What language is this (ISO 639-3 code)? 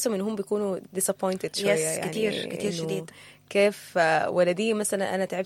apd